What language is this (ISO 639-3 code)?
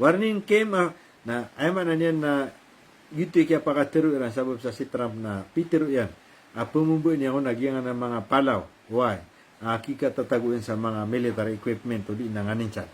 mrw